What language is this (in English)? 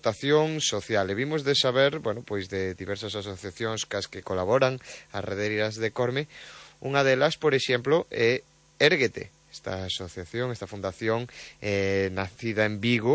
Galician